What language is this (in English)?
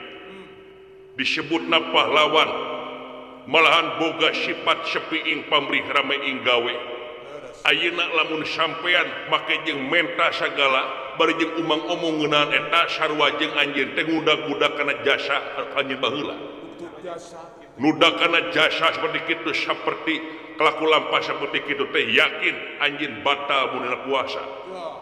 Sundanese